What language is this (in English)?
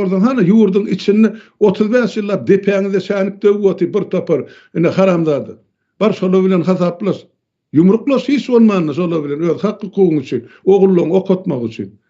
Turkmen